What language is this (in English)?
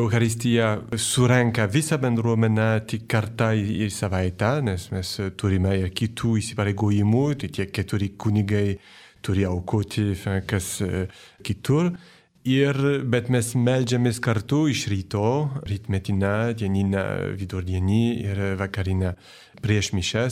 Lithuanian